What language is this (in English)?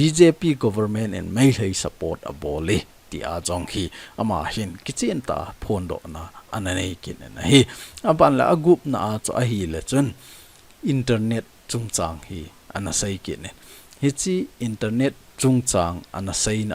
Thado Chin